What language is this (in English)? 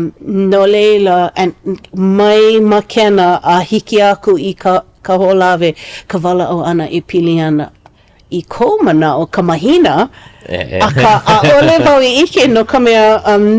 Hawaiian